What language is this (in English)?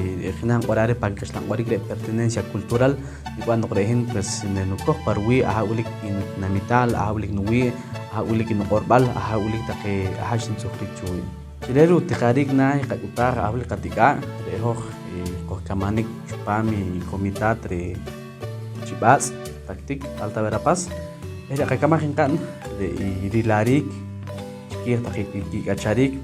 Poqomchi'